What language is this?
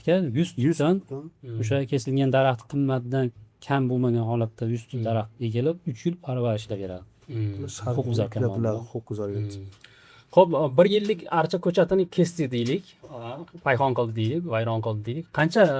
Uzbek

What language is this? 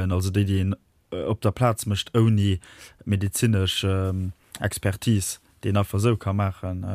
Luxembourgish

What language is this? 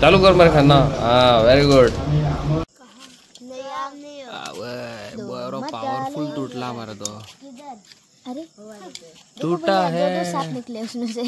Konkani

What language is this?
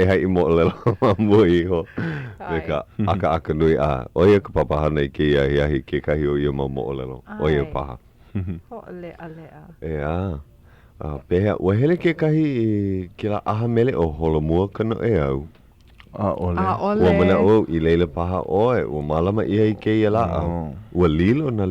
Hawaiian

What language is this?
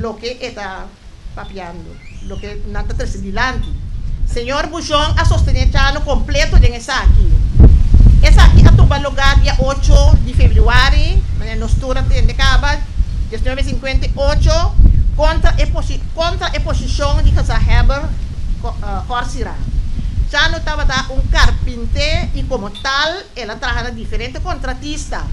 Papiamento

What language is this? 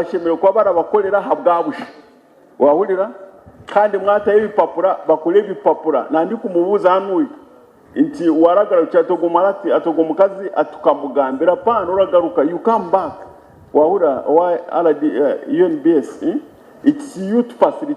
Nyankole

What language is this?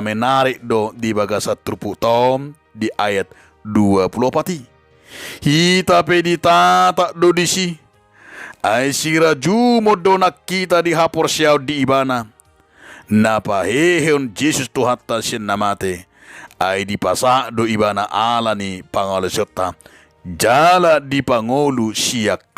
Batak Toba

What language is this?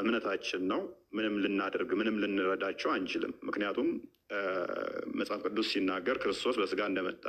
Amharic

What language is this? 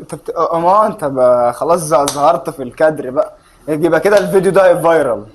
Egyptian Arabic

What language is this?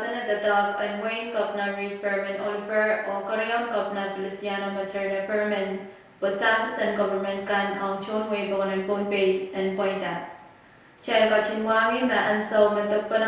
Pohnpeian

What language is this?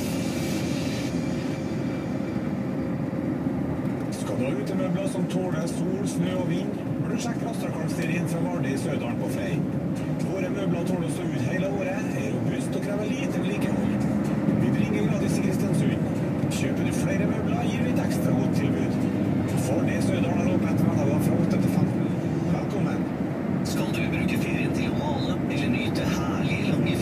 Norwegian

